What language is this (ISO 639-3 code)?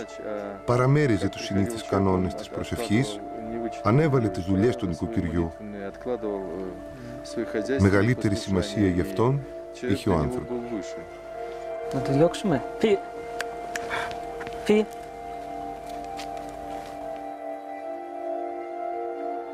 ell